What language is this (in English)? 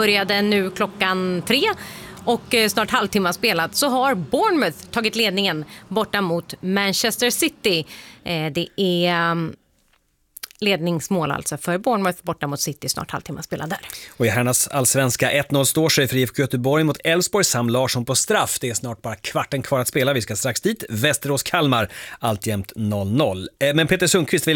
Swedish